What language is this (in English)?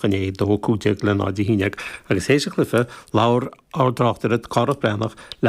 Irish